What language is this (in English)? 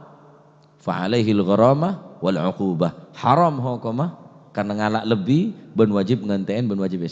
Madurese